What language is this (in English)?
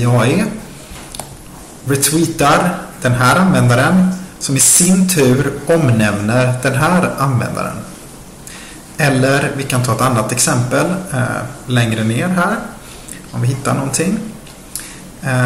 Swedish